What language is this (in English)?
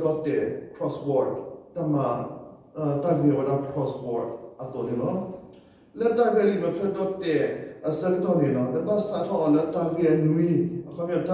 S'gaw Karen